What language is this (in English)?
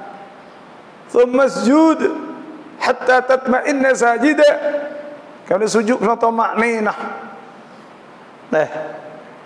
Pattani Malay